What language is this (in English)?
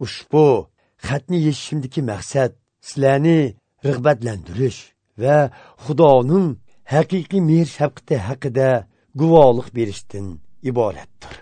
Uyghur